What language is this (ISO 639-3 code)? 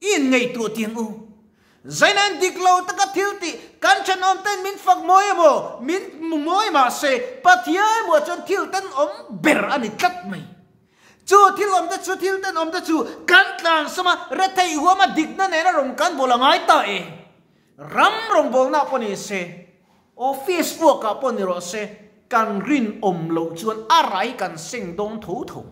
lus